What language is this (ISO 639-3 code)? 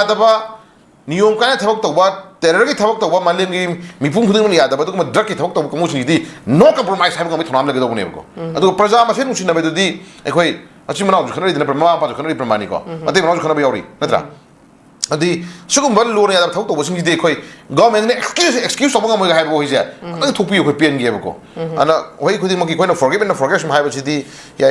mni